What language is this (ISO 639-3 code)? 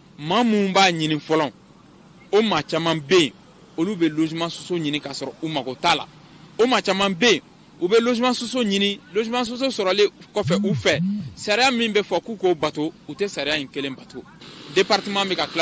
bam